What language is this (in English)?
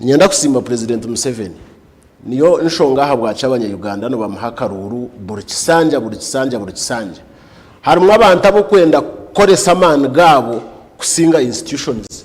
Nyankole